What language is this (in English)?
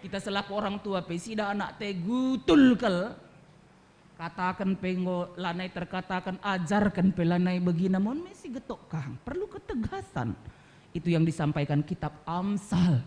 Batak Karo